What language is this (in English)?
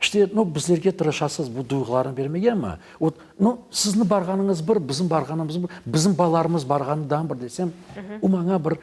Crimean Tatar